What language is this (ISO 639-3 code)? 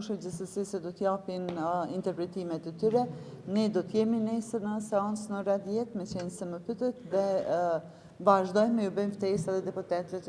sqi